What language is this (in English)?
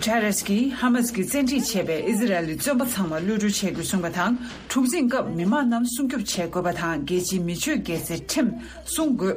Tibetan